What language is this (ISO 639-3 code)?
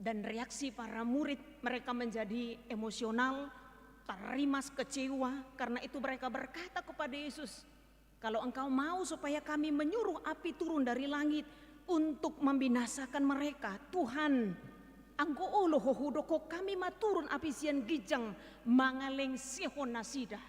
bbc